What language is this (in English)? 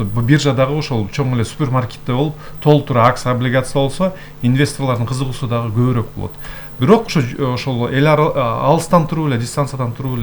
Kyrgyz